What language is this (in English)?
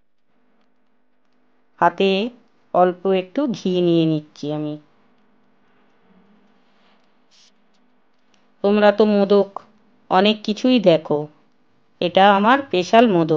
Bangla